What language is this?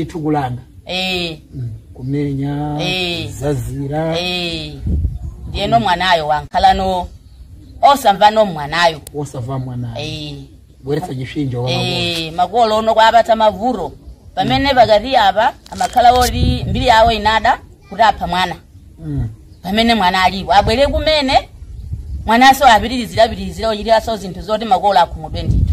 Nyanja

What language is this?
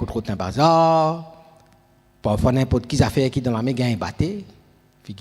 Morisyen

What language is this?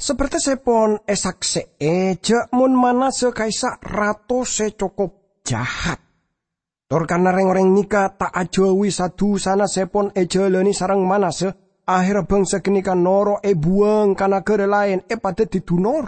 Madurese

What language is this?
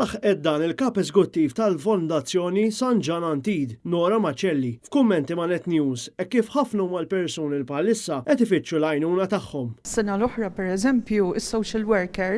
Maltese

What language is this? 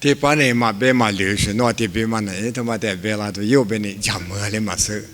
Lisu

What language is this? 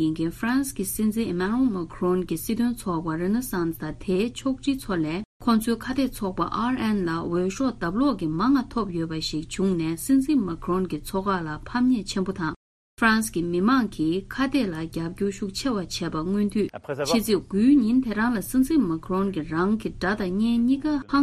Tibetan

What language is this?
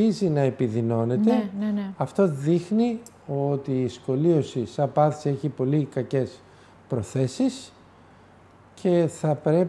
Greek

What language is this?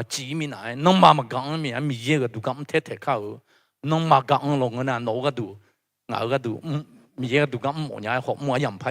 Akha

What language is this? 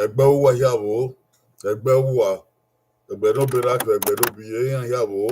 Bini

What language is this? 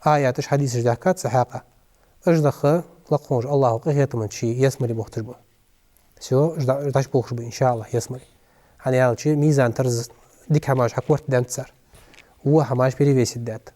Ingush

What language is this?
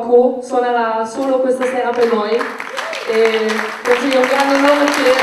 Italian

